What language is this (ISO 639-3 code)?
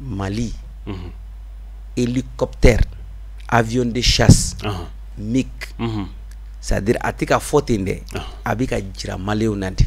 bam